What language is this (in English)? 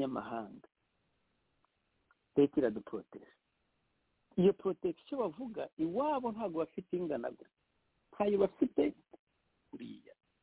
Kinyarwanda